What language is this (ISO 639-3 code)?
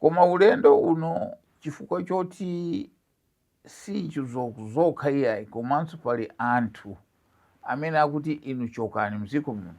nya